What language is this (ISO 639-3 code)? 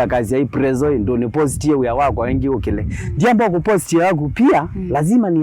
kam